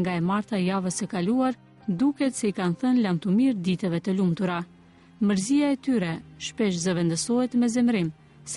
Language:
Albanian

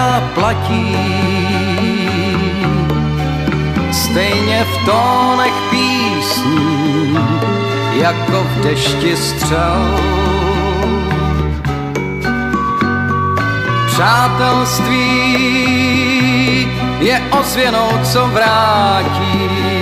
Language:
Czech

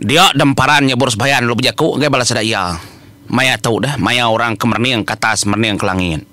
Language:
Iban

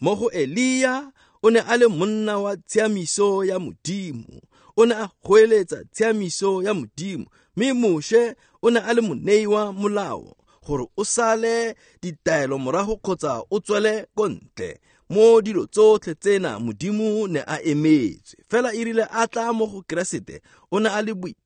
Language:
Tswana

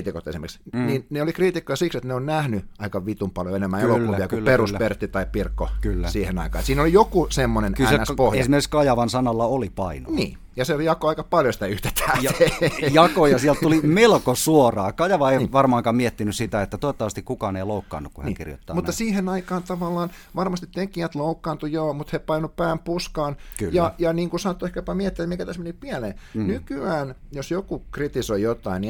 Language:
Finnish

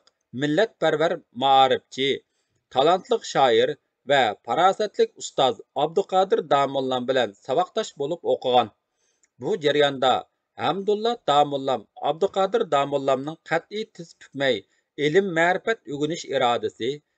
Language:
Uyghur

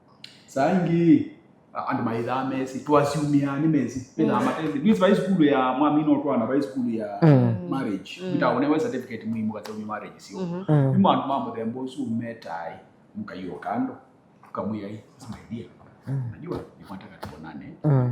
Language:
Kamba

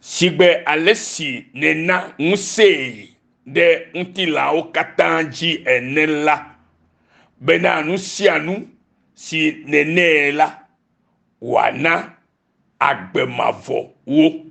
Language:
Ewe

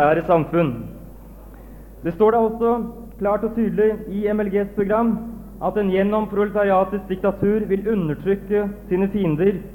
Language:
Norwegian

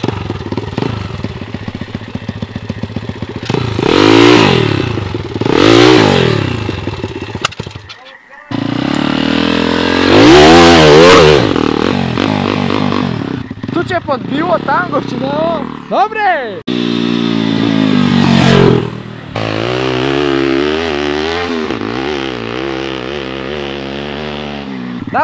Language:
Polish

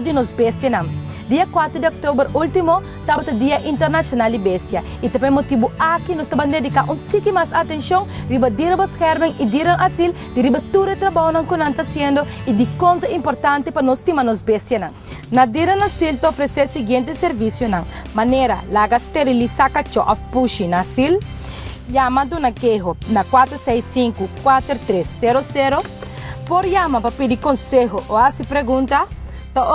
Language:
Papiamento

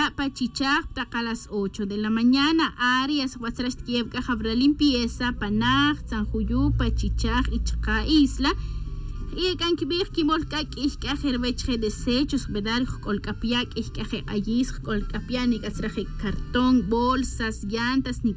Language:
Tz'utujil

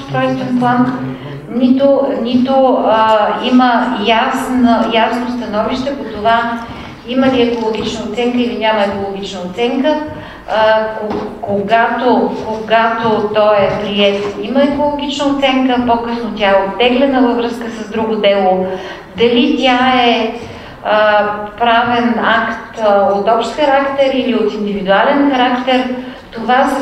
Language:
Bulgarian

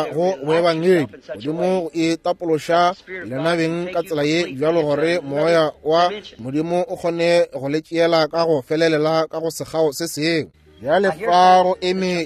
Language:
Northern Sotho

